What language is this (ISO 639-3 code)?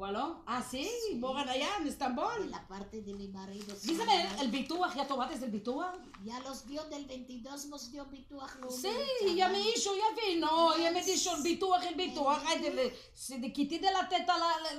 lad